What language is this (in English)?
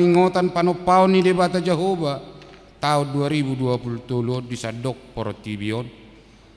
Batak Toba